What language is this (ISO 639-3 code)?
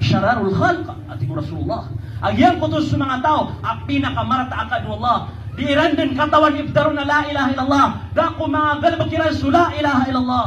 mrw